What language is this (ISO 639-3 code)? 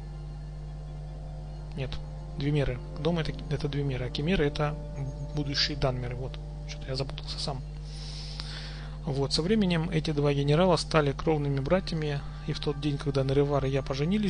rus